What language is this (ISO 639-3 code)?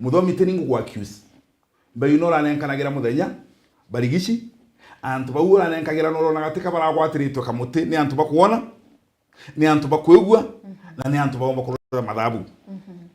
mer